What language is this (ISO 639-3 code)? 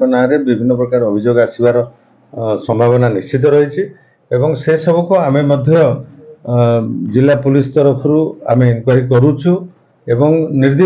ori